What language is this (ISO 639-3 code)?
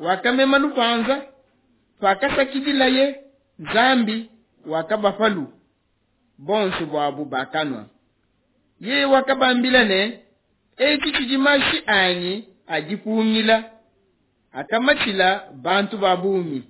lua